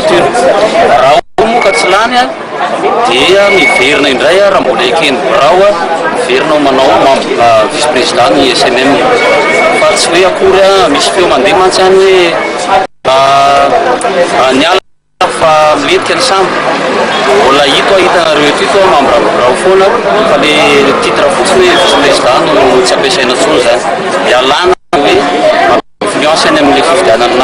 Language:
Malagasy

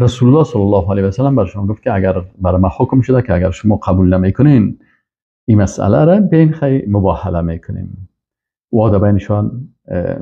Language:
Persian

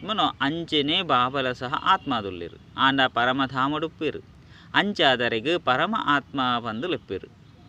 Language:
Tulu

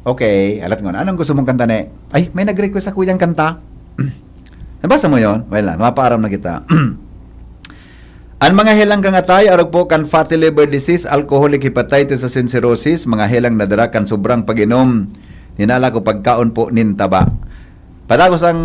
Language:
Bikol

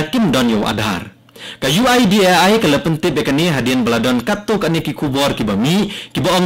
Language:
Khasi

